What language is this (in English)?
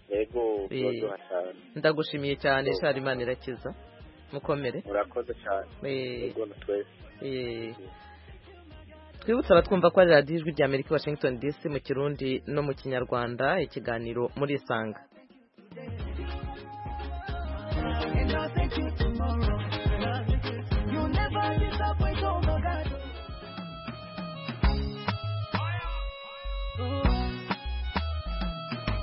Kinyarwanda